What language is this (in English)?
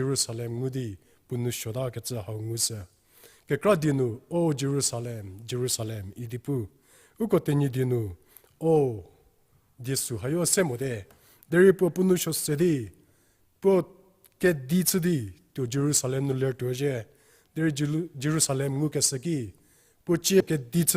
Angami Naga